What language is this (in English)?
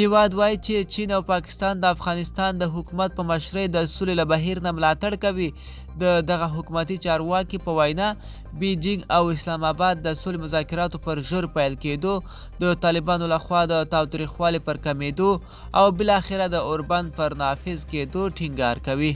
Pashto